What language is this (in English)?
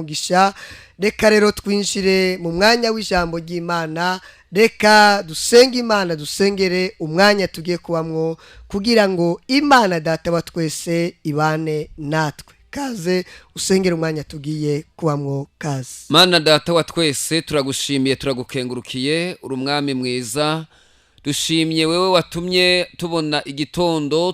Rundi